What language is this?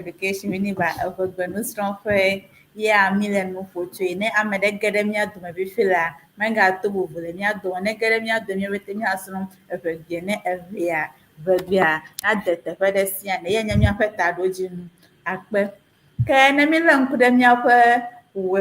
Ewe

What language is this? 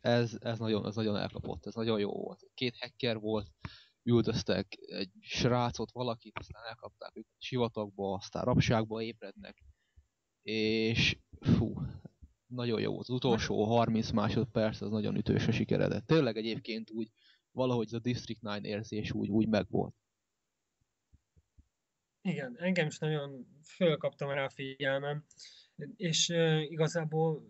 Hungarian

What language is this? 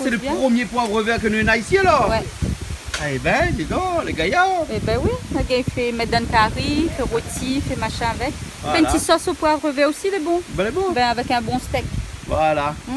Réunion Creole French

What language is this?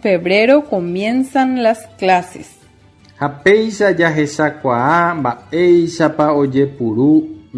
Guarani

